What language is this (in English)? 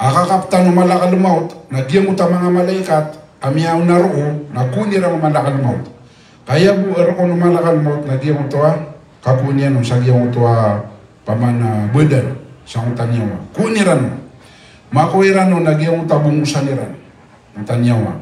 Maranao